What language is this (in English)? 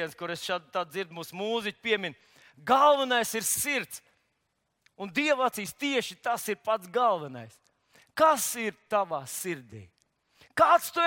Latvian